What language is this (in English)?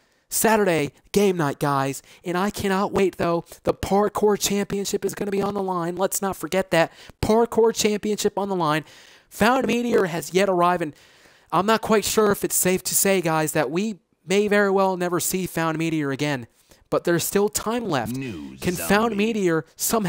English